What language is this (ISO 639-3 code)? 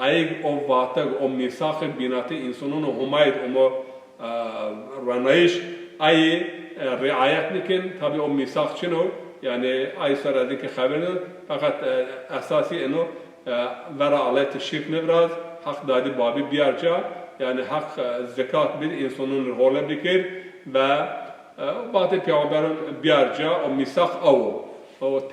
zza